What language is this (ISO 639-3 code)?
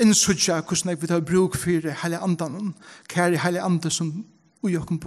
fao